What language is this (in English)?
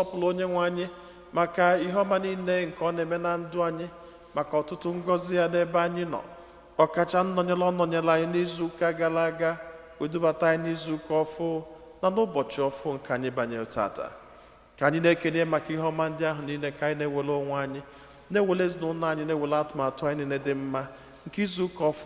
Igbo